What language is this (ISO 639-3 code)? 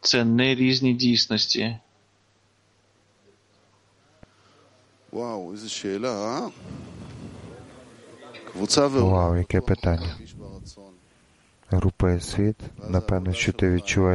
ukr